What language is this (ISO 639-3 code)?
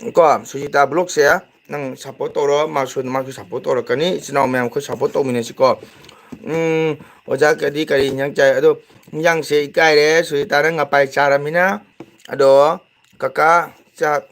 mni